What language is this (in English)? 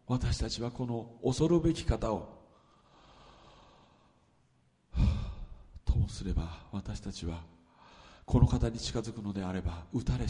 Japanese